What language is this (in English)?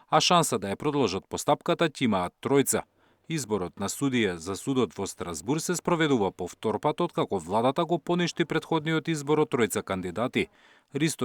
Macedonian